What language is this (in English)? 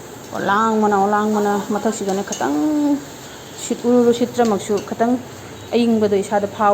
Manipuri